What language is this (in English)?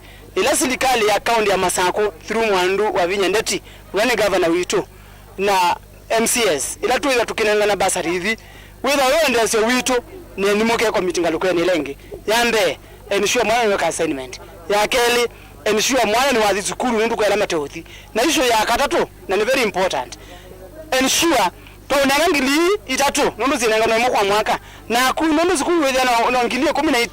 Kamba